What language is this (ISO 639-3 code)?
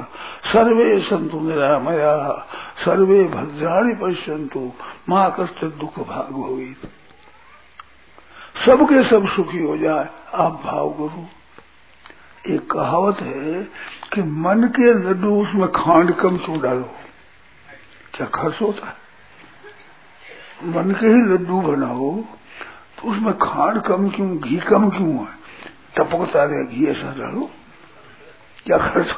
hin